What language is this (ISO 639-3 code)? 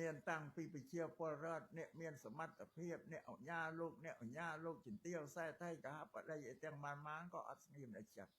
khm